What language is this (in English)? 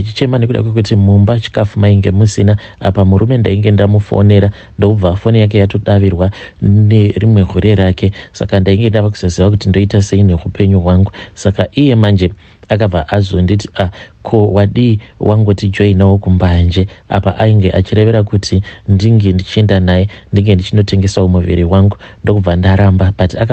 Shona